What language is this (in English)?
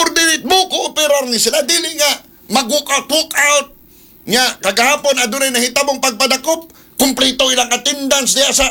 Cebuano